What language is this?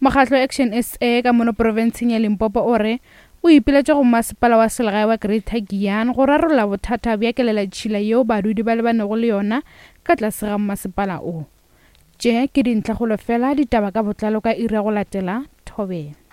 Northern Sotho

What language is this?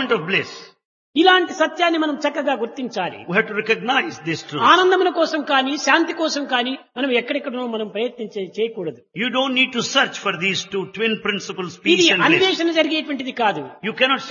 Telugu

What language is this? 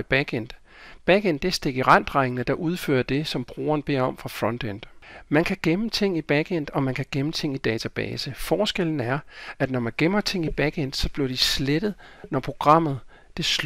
Danish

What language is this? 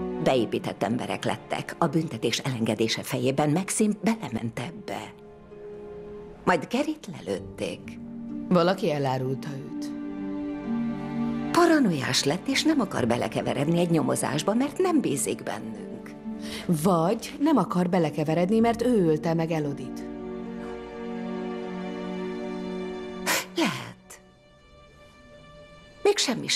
Hungarian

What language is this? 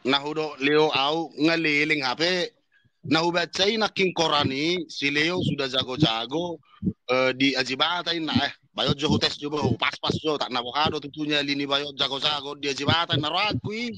Batak Toba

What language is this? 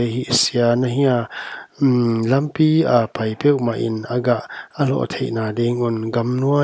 Paite Chin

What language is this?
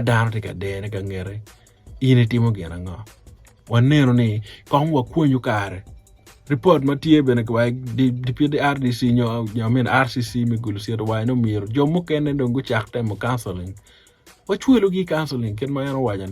Acoli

